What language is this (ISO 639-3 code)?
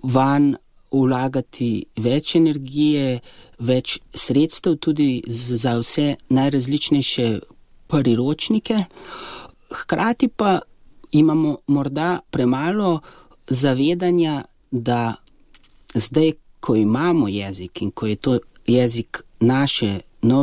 slv